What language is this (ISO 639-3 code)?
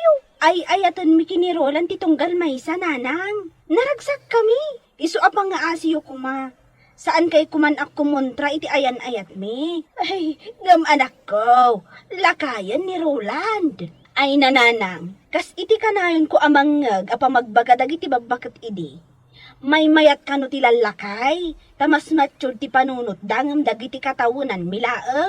ilo